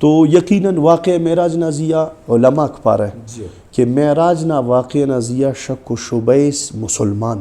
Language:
Brahui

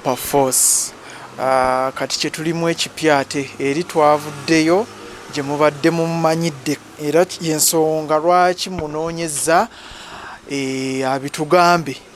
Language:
Ganda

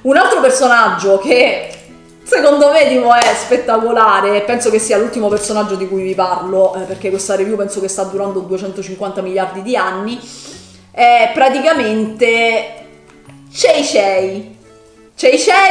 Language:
Italian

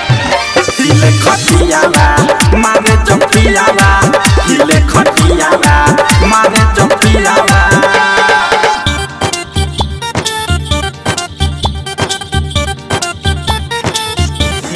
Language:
Bhojpuri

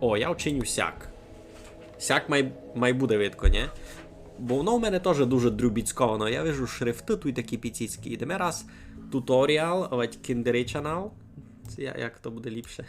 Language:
Rusyn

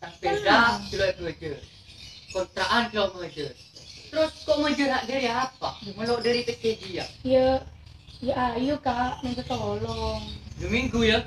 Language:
Madurese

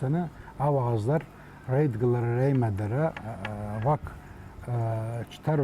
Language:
Abkhazian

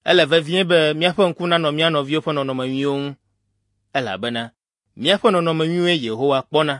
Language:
Ewe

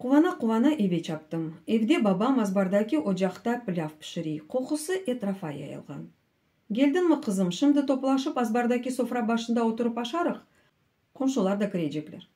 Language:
Crimean Tatar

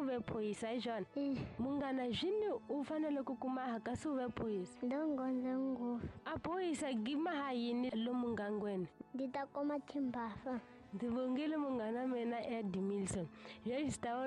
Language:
Tsonga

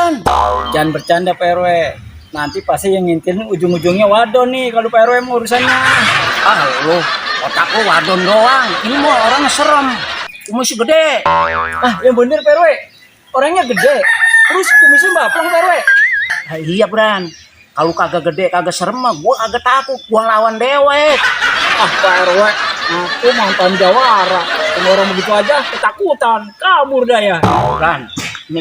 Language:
Betawi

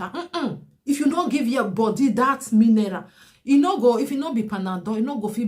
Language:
Nigerian Pidgin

